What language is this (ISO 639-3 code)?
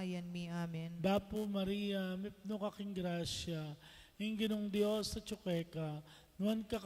pam